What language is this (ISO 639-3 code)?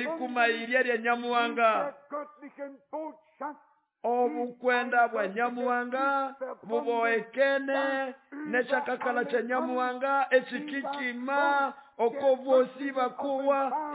nnb